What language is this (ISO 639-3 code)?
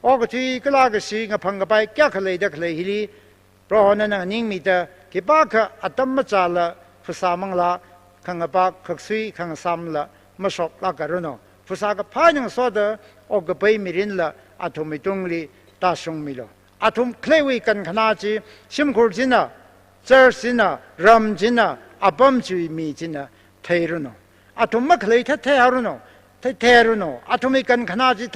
nmf